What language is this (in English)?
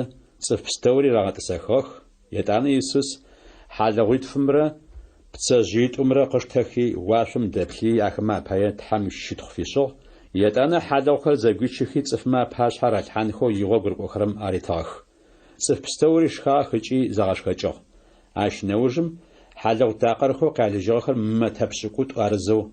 Adyghe